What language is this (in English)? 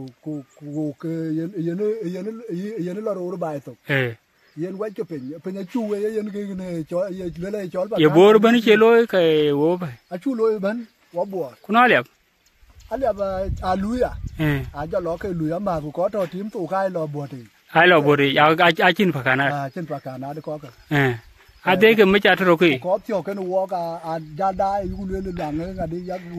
Dinka